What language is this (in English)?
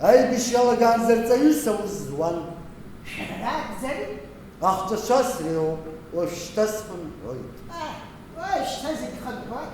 Abkhazian